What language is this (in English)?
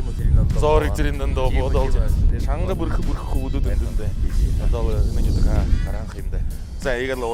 Buriat